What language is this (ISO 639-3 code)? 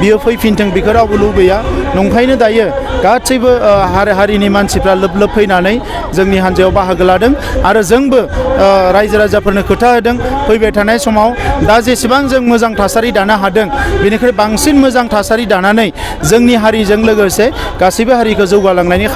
brx